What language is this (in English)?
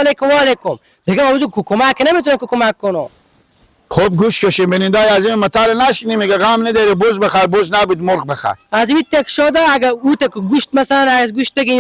Persian